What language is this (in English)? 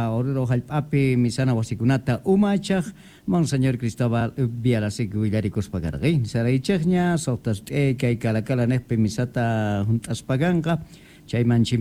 Quechua